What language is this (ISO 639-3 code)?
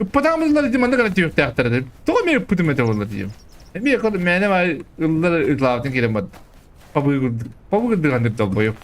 sah